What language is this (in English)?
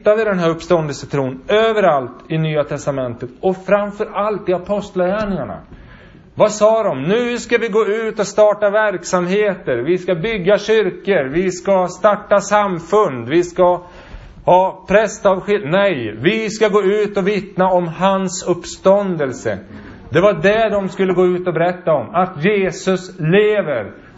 Swedish